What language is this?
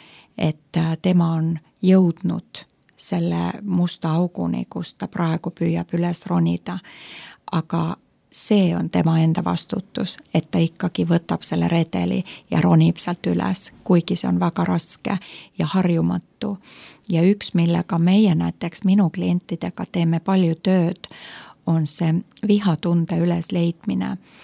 Estonian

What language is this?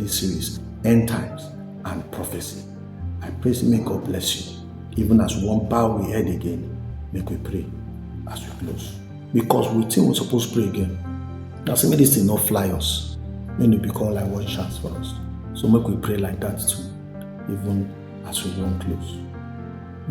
Nigerian Pidgin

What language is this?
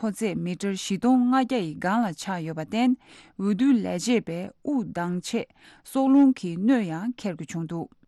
Tibetan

